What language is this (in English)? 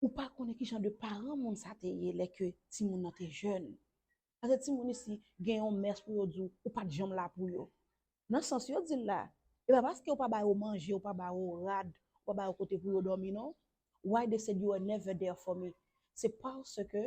Haitian Creole